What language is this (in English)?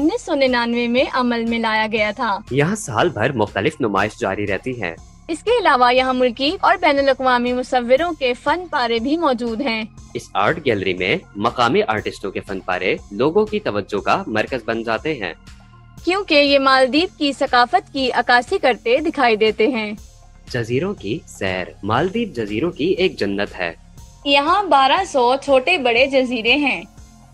Urdu